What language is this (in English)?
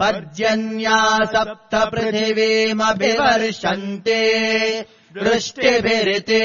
Sanskrit